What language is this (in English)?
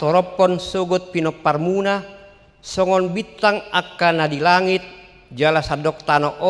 Batak Toba